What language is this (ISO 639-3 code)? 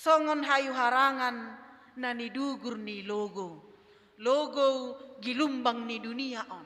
bts